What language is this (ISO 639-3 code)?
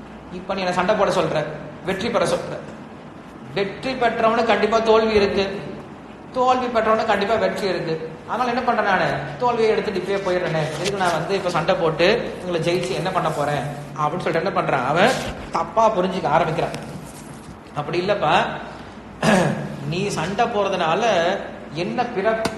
tam